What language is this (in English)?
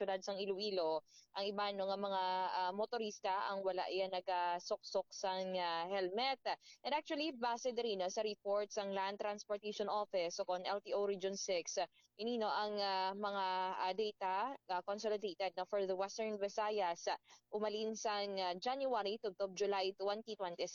Hiligaynon